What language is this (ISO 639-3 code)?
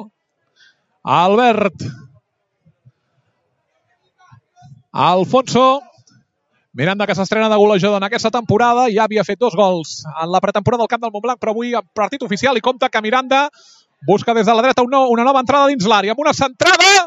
cat